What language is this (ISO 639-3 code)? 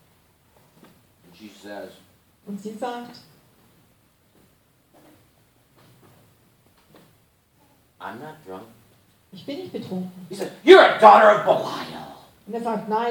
deu